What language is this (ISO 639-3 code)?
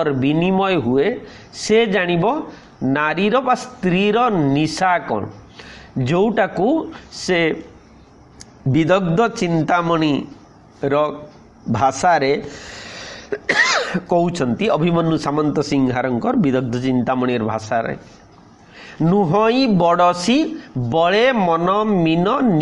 ori